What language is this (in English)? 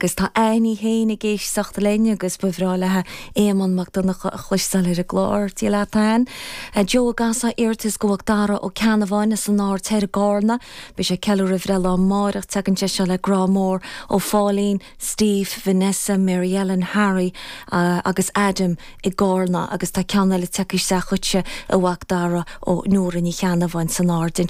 Irish